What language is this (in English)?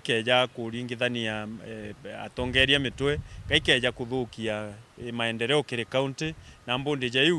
Meru